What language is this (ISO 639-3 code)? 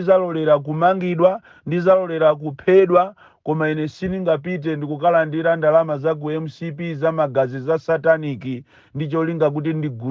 nya